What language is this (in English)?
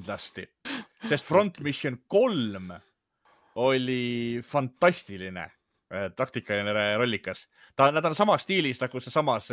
Estonian